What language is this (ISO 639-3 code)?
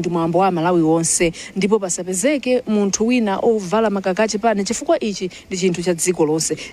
nya